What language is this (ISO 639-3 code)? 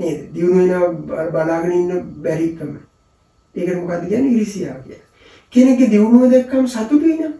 sin